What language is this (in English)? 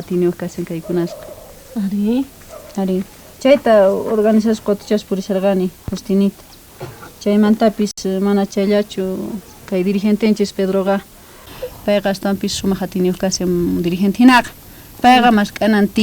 South Bolivian Quechua